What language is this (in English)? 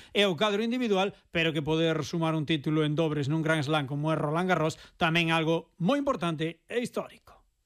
Galician